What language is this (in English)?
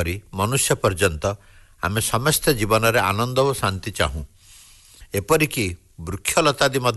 Odia